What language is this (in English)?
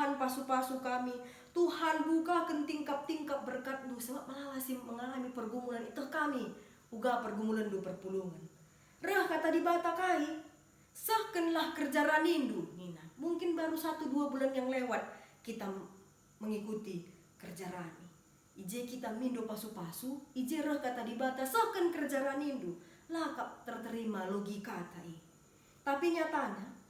Batak Karo